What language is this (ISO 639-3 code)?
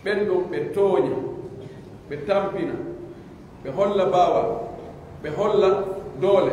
fuf